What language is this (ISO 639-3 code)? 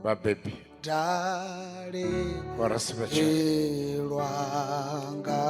ven